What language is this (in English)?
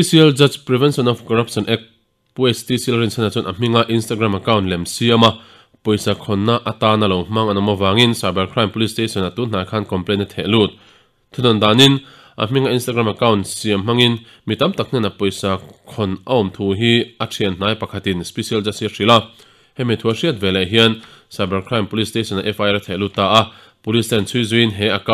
Mizo